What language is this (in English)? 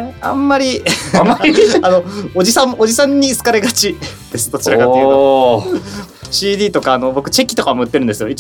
Japanese